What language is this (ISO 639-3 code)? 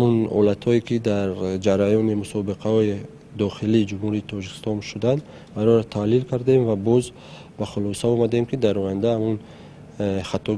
tgk